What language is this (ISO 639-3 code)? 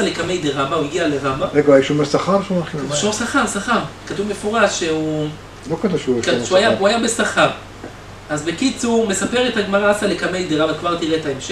heb